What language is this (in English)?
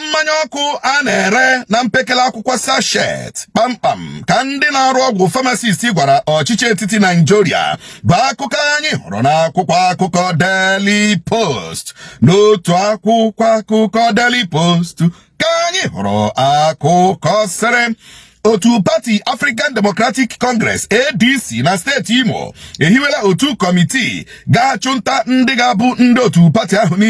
Igbo